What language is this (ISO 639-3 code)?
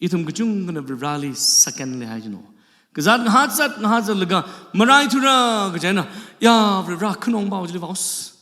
nmf